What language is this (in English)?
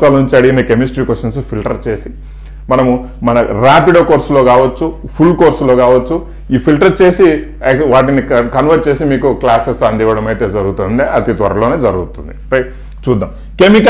Telugu